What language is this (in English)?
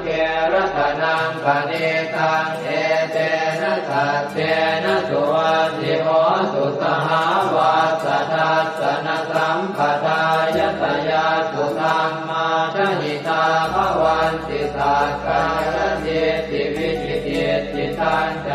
Pali